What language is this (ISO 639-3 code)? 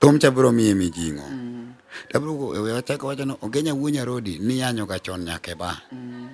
luo